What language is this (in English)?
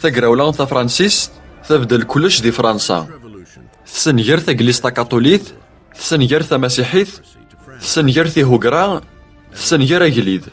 Kabyle